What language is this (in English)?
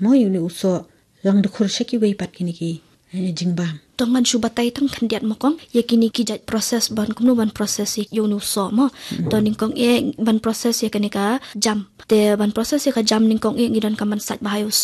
Khasi